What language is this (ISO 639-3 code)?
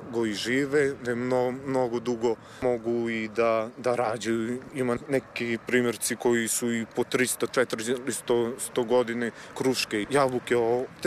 srp